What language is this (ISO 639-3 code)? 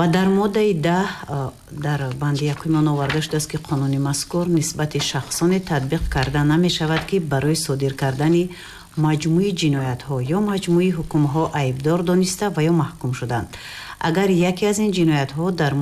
tgk